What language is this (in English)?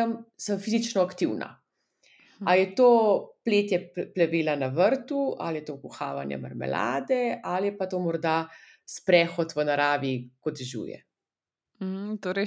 Slovenian